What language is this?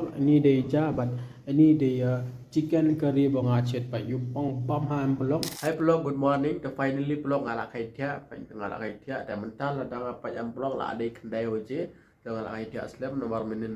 Khasi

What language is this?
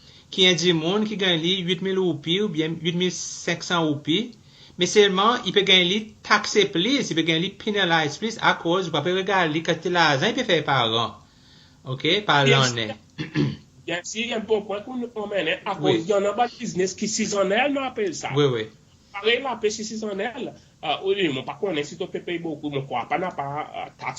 Seselwa Creole French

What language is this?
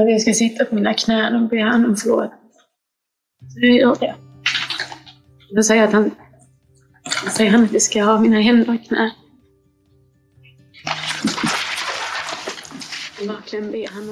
Swedish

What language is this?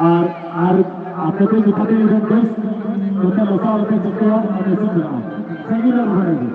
Santali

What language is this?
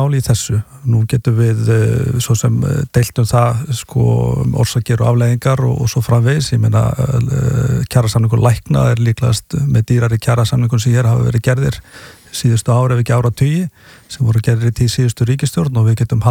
Icelandic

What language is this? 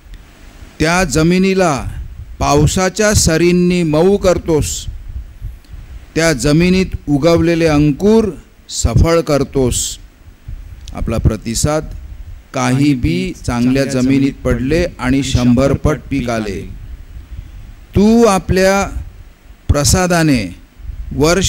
Marathi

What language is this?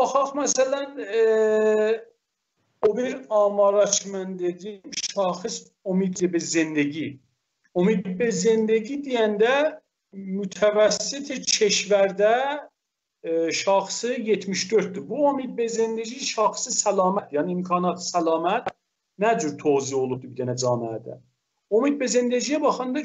South Azerbaijani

